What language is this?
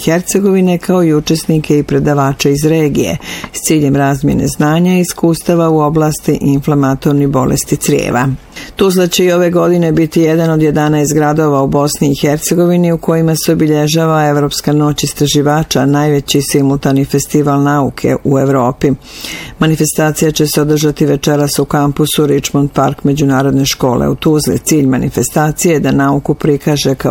Bosnian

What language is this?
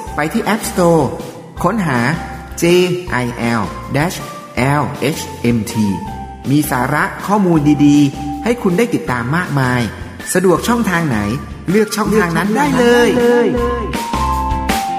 Thai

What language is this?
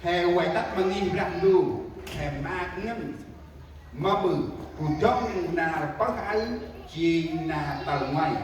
Central Mnong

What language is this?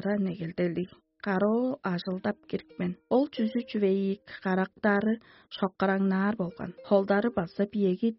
Tuvinian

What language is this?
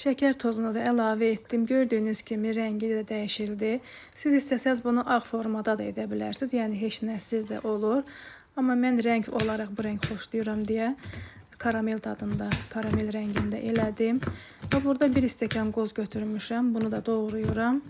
Azerbaijani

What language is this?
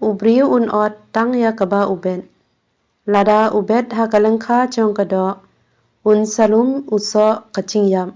Khasi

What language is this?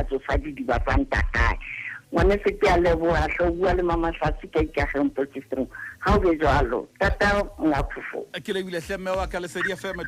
Southern Sotho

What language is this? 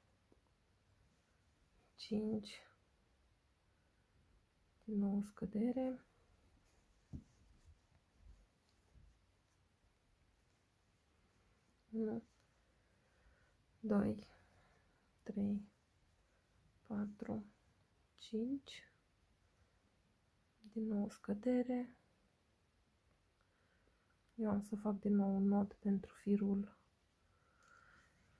Romanian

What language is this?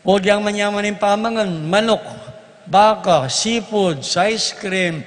Pampanga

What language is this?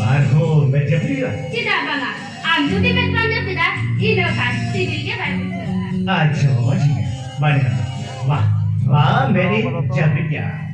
Santali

